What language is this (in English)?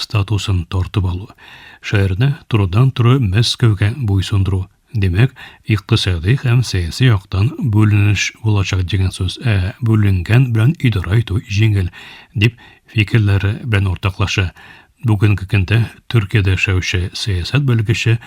Tatar